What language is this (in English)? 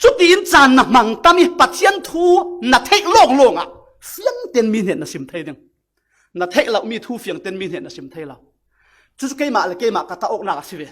Falam Chin